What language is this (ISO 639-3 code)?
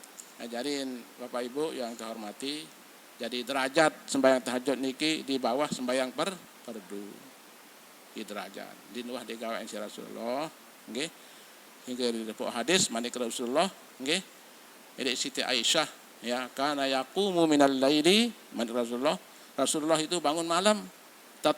sas